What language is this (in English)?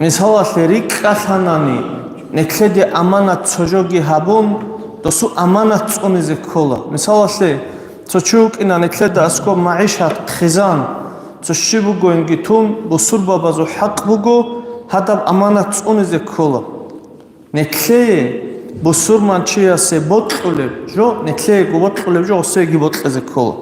Avaric